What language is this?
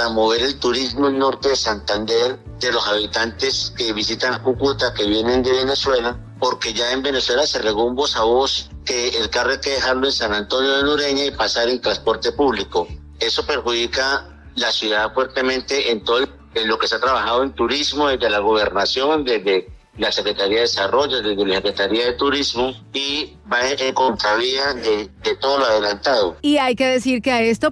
Spanish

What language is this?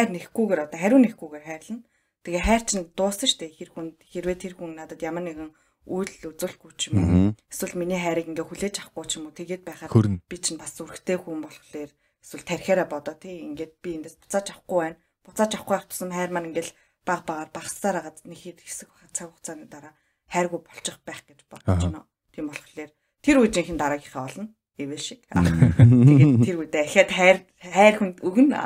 Mongolian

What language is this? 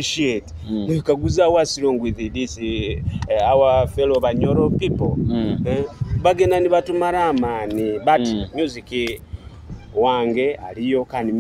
Nyoro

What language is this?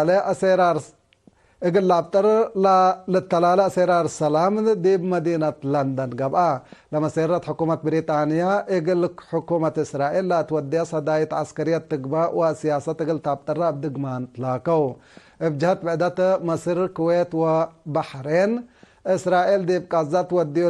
Tigre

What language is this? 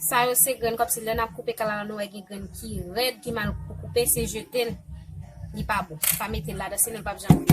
Haitian Creole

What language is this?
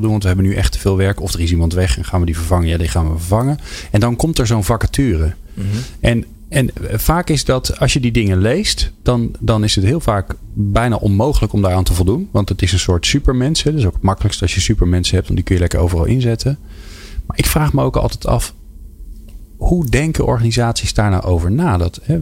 Dutch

